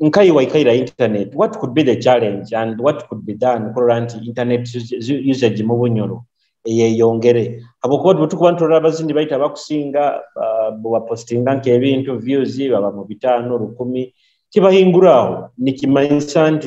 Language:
Nyoro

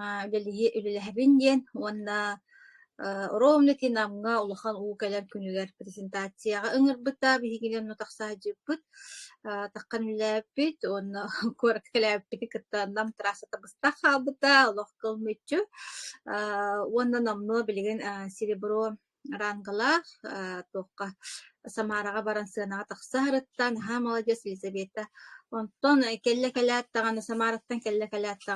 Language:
Yakut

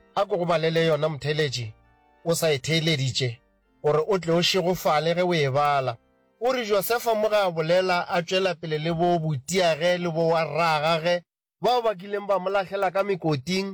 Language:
Northern Sotho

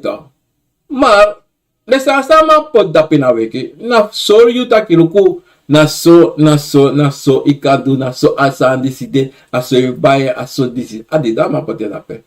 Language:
Sranan Tongo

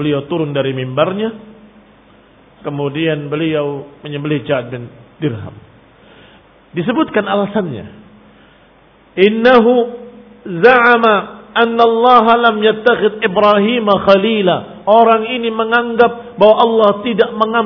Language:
Indonesian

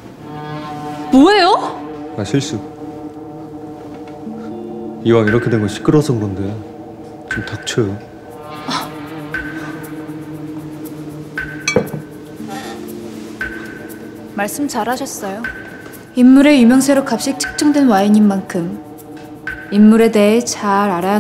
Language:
Korean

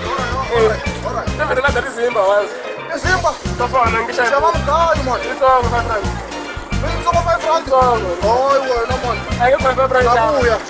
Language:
Tsonga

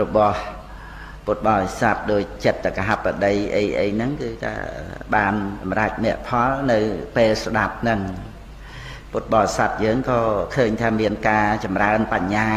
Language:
Khmer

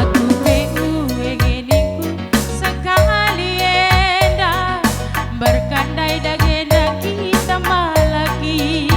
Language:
Batak Karo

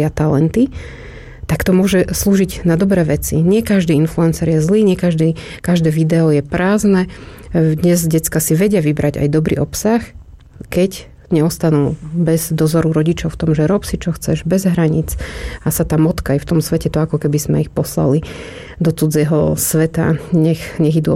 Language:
Slovak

